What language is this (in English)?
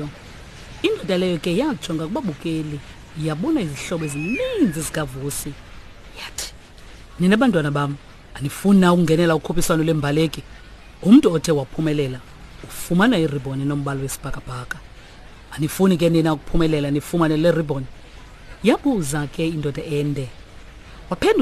Xhosa